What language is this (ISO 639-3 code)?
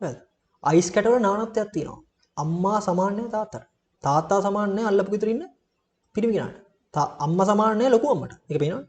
sin